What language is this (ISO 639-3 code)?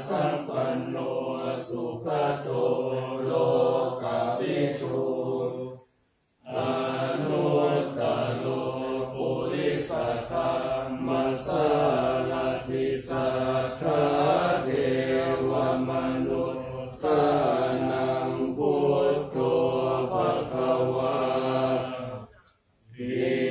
pli